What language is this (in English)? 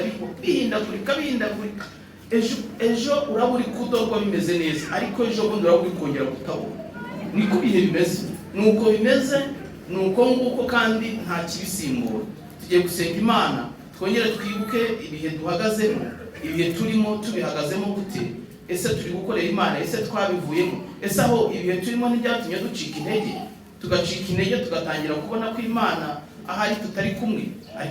Kinyarwanda